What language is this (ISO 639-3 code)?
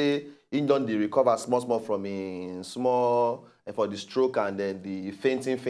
pcm